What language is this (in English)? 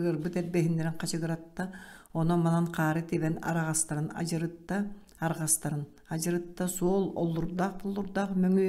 Yakut